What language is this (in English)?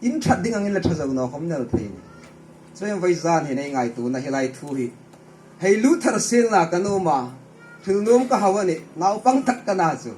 Hmar